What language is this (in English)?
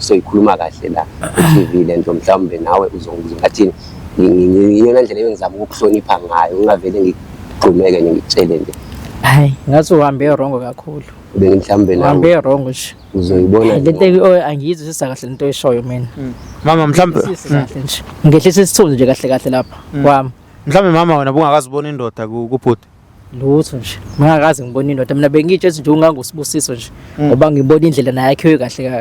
Zulu